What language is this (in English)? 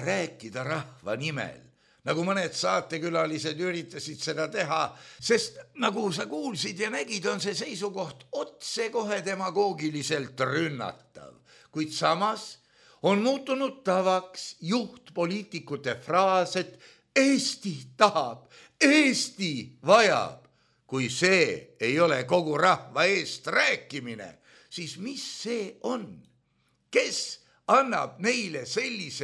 Estonian